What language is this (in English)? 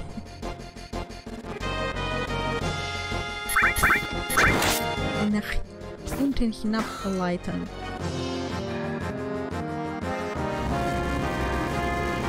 German